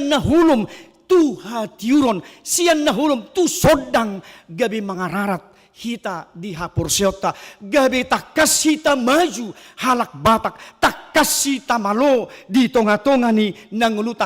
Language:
Batak Toba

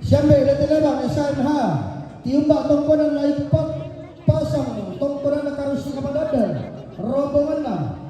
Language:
Toraja-Sa'dan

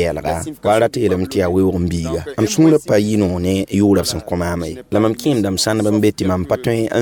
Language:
Mossi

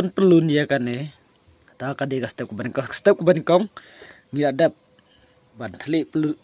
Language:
Khasi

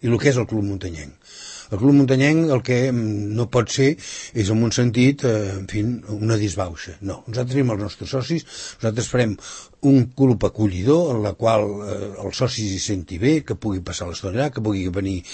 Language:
Catalan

